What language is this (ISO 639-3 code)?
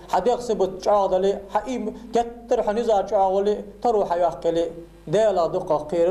inh